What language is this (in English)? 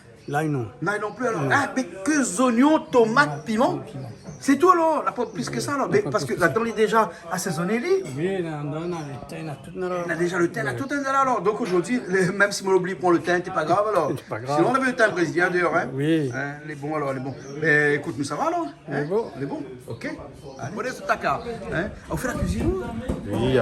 Réunion Creole French